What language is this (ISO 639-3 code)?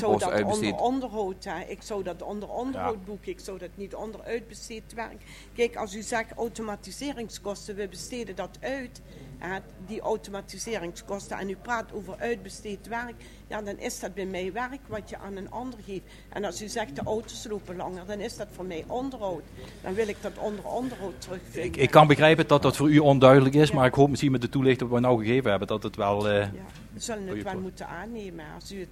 nld